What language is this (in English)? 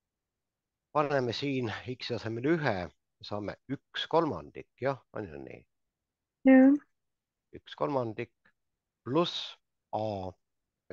Estonian